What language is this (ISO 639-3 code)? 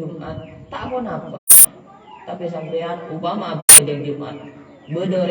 mad